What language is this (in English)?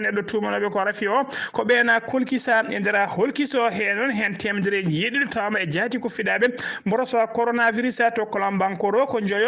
Fula